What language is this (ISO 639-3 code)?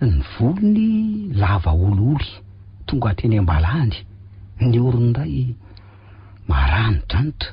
mlg